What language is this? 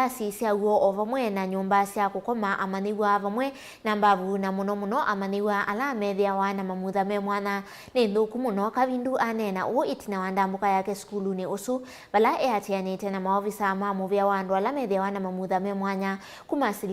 Kamba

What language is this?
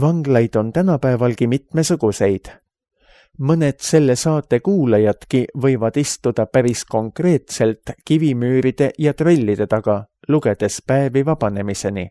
Estonian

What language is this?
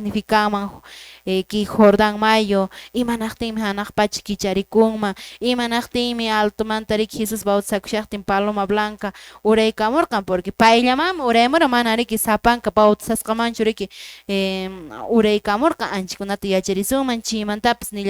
Quechua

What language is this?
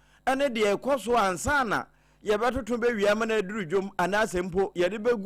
Akan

